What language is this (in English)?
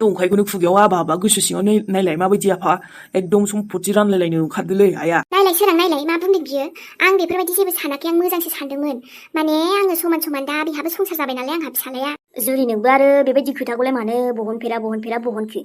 Bodo